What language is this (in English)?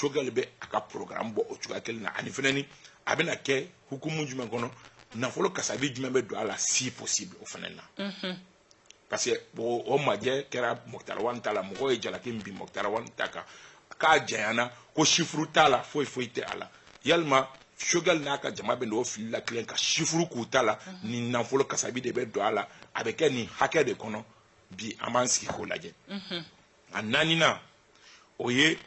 Bambara